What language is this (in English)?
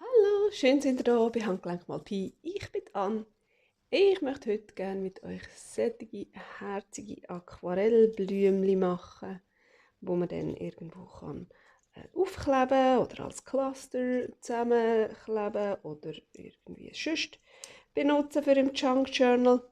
Swiss German